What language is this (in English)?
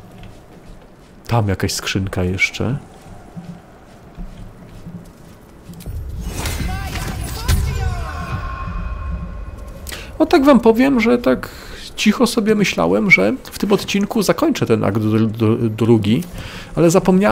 Polish